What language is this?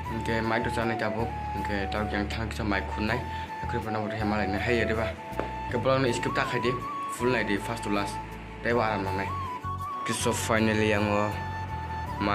Kok Borok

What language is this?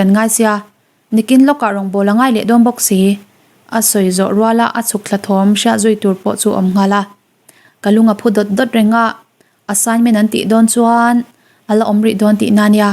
Mizo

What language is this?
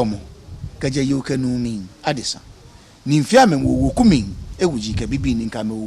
Ga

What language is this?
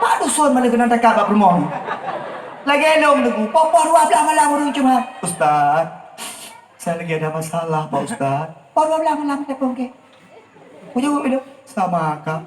Achinese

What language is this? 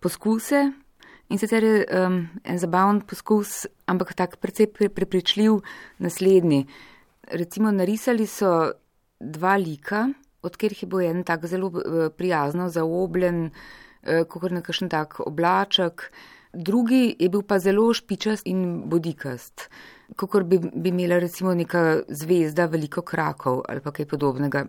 Slovenian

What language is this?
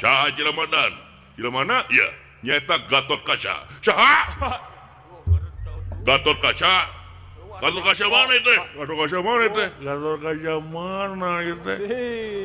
Sundanese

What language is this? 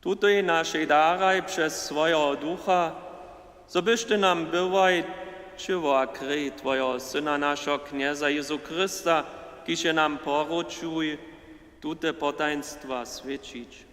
Upper Sorbian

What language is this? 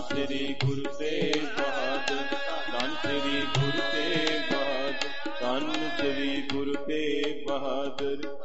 Punjabi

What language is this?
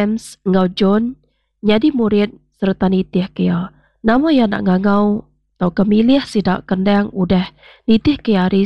Iban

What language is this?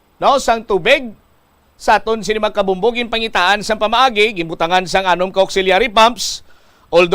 Hiligaynon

